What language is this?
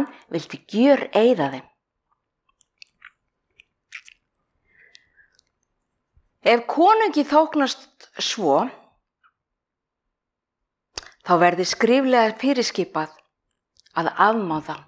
Icelandic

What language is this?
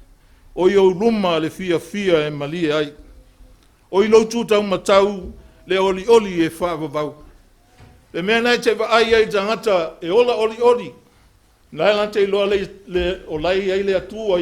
Samoan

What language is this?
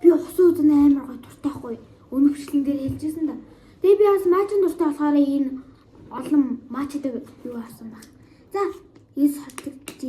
Mongolian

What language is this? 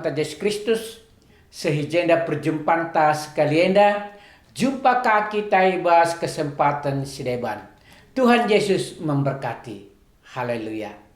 Batak Karo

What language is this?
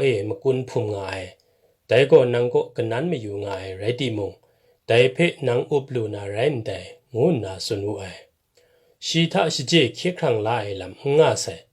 Kachin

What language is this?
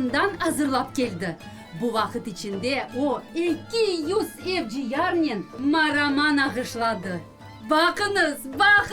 Crimean Tatar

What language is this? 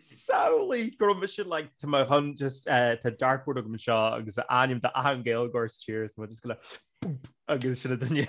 Irish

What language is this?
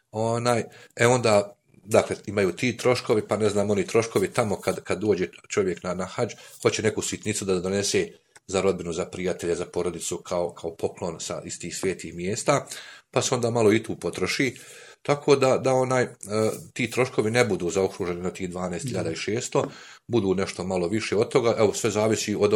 Bosnian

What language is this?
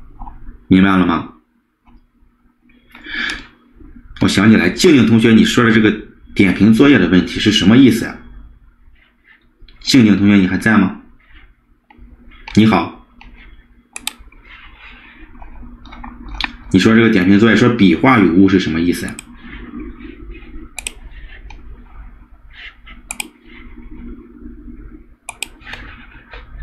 Chinese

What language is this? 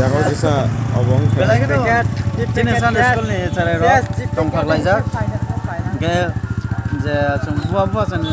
Kok Borok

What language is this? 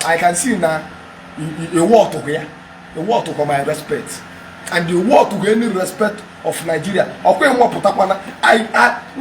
Igbo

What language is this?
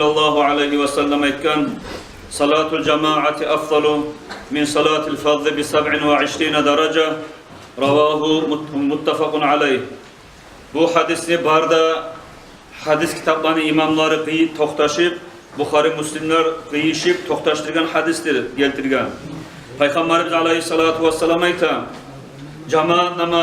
Kumyk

